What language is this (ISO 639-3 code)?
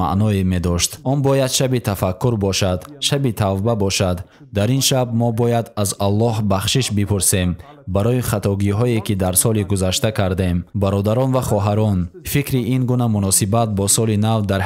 tgk